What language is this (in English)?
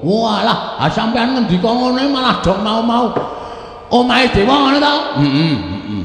Javanese